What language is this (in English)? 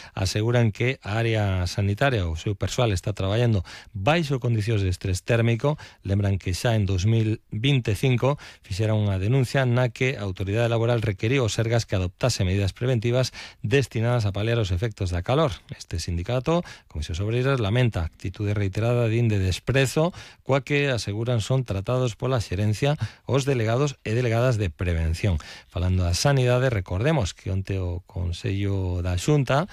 Galician